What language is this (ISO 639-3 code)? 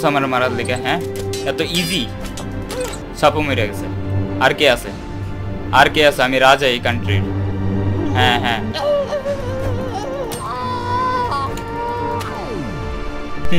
ben